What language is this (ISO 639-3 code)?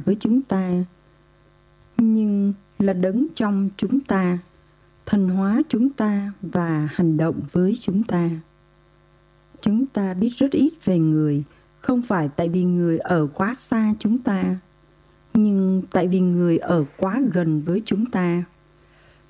vie